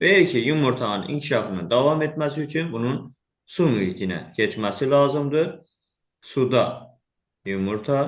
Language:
Azerbaijani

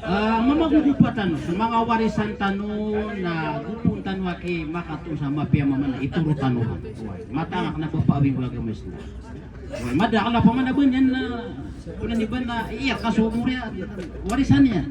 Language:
Maranao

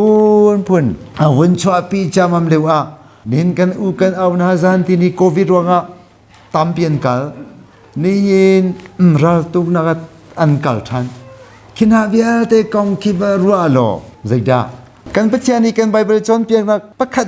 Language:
Hakha Chin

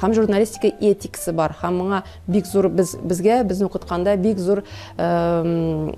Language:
Tatar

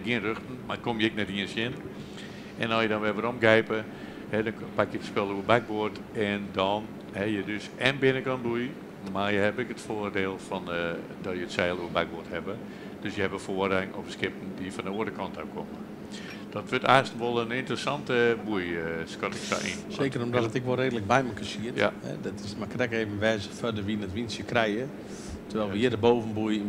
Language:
Western Frisian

